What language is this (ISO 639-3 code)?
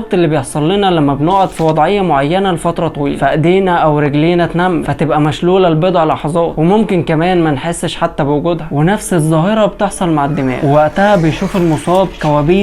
arz